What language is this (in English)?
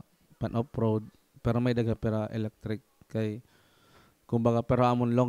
Waray